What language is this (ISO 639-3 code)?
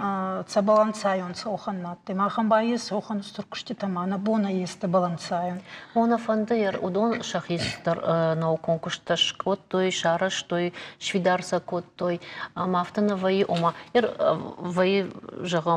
oss